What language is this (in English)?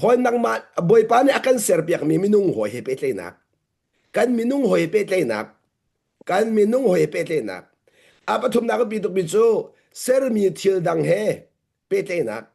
Hakha Chin